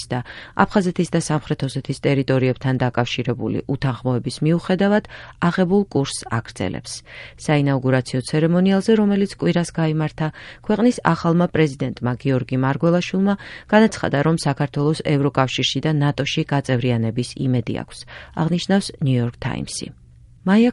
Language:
Georgian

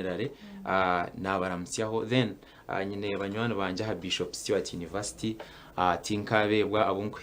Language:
Nyankole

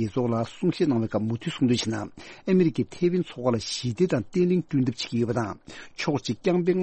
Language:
Tibetan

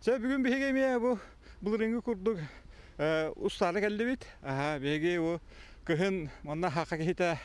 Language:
Yakut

